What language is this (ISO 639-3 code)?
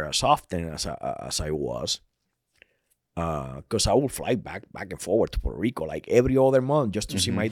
eng